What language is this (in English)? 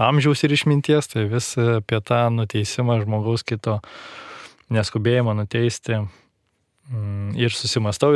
Lithuanian